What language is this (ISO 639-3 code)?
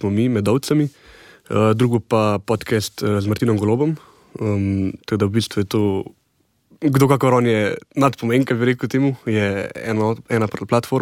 slv